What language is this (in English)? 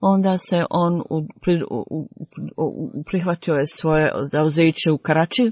Bosnian